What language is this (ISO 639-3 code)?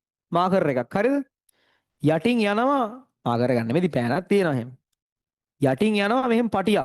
sin